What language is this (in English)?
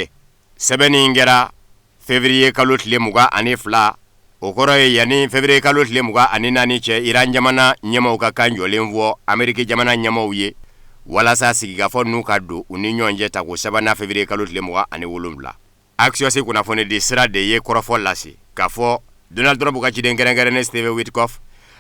Bambara